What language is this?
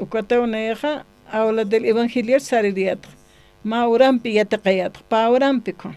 Aymara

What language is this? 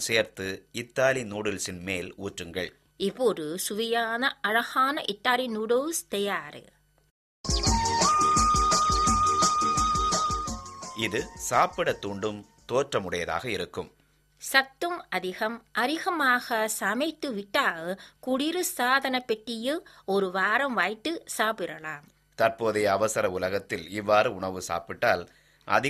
Tamil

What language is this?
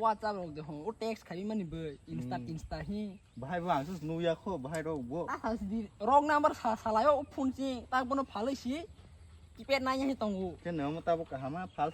Kok Borok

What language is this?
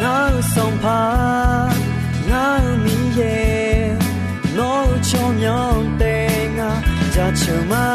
Akha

